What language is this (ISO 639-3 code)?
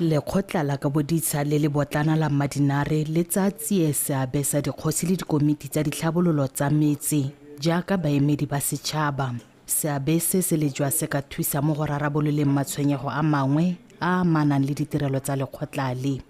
tsn